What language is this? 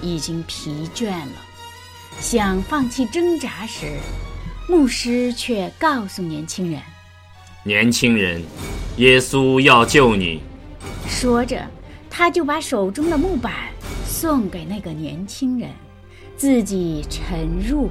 Chinese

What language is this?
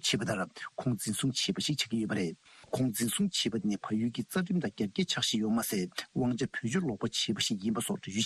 Tibetan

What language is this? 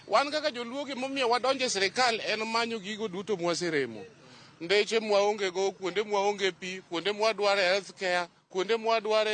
Luo (Kenya and Tanzania)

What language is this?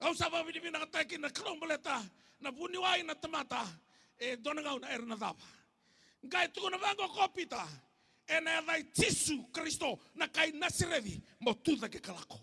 Fijian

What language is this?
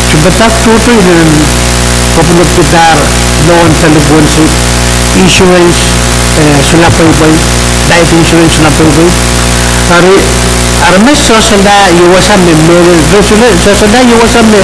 Pohnpeian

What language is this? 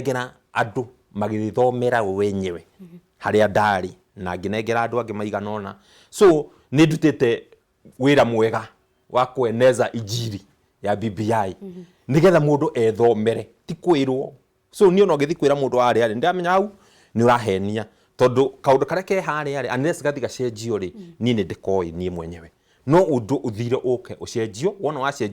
Kikuyu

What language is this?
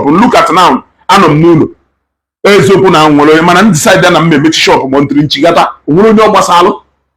Igbo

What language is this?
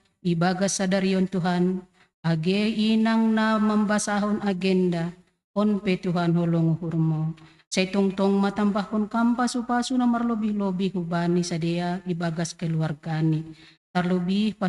Batak Simalungun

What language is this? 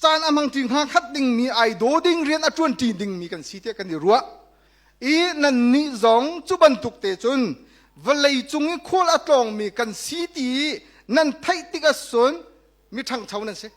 Hakha Chin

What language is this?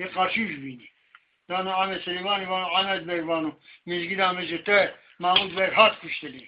Zaza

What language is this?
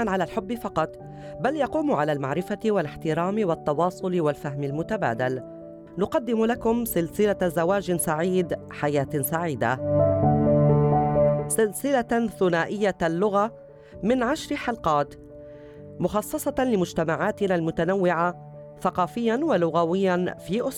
Arabic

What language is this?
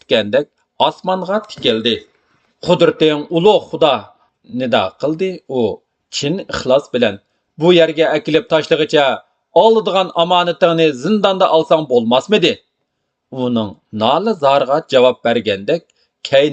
Uyghur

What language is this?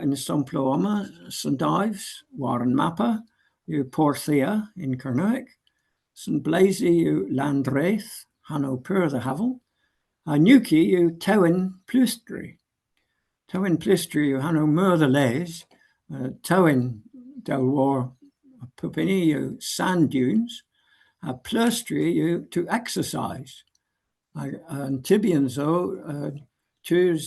Cornish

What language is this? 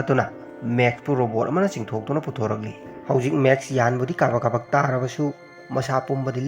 Manipuri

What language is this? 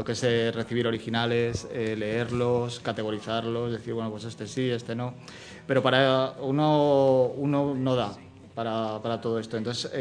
Spanish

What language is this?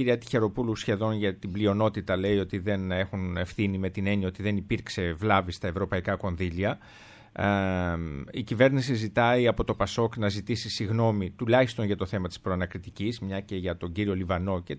Greek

